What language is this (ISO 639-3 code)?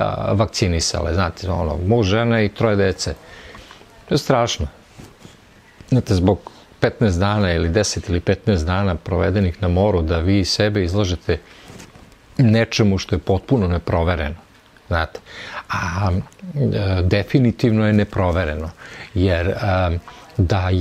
srp